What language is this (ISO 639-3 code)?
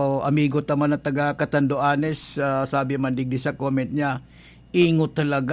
bik